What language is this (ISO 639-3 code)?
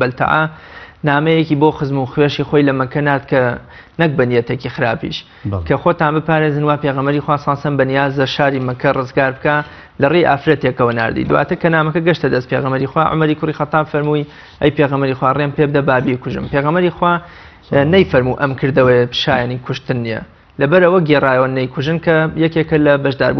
ckb